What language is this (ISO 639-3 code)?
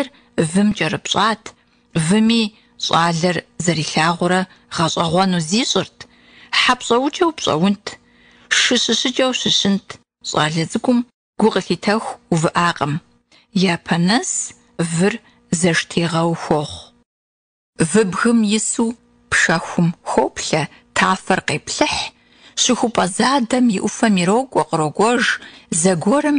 kbd